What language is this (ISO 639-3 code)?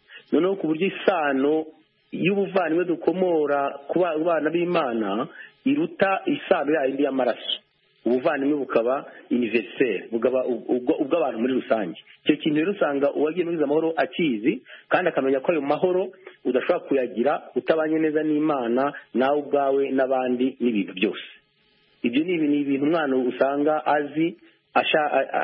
kin